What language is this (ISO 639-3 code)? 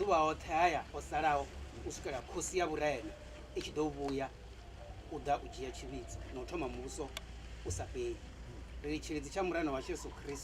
ven